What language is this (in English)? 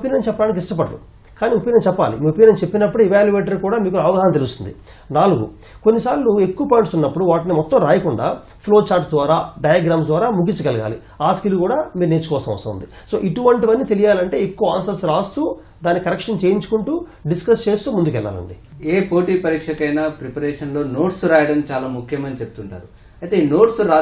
Telugu